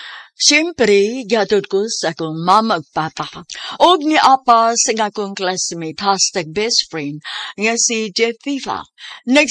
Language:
Cebuano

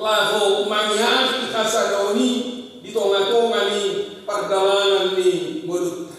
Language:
Batak Toba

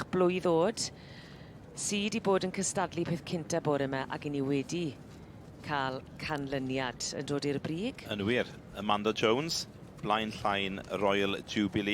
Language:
Welsh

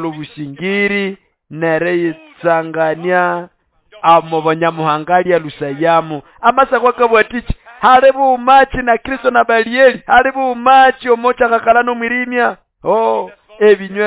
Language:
Nande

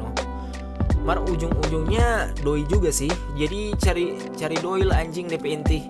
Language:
Manado Malay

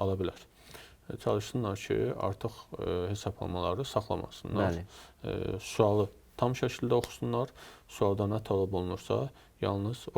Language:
Azerbaijani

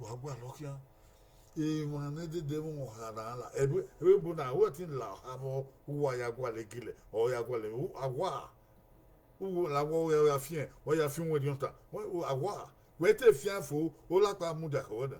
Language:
Bini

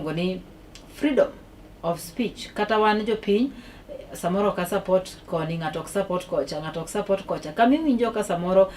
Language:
Luo (Kenya and Tanzania)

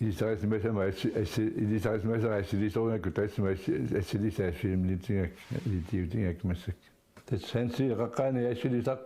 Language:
Kalaallisut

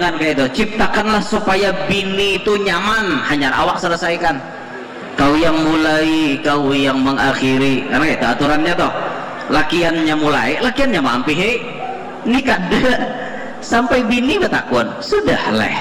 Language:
Banjar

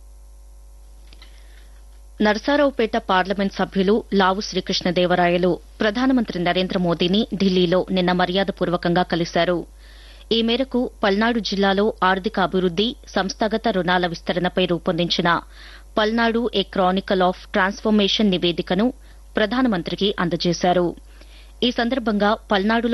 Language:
Telugu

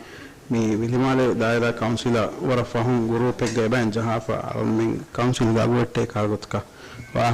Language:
Divehi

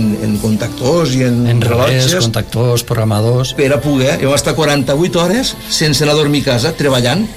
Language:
Catalan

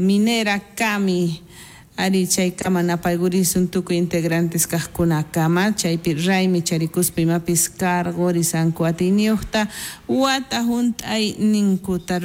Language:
South Bolivian Quechua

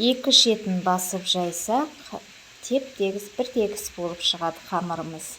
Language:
Kazakh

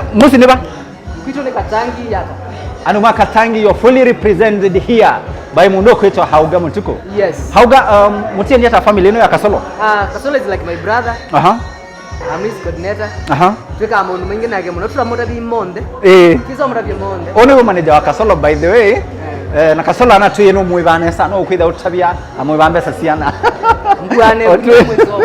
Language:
Kamba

